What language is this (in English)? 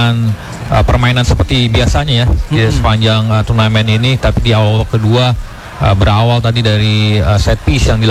Indonesian